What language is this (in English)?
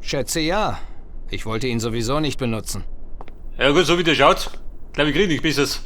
Bavarian